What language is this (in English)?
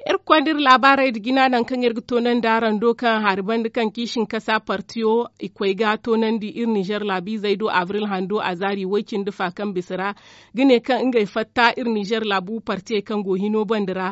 Zarma